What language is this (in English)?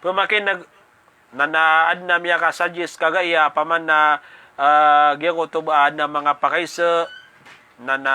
Maranao